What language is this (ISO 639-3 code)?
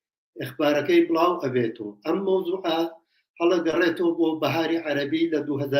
ckb